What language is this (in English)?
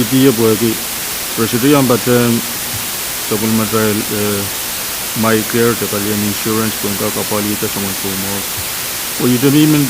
Pohnpeian